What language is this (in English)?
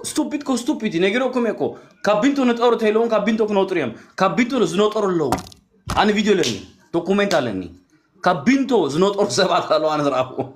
Tigrinya